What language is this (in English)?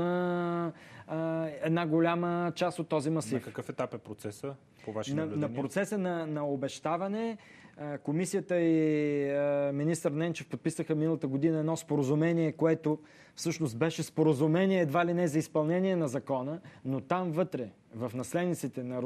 Bulgarian